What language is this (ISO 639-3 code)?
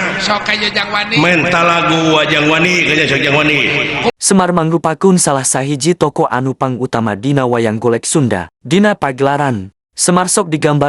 sun